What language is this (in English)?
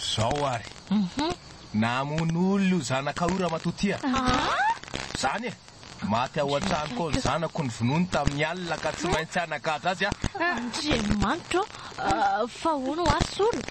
Malagasy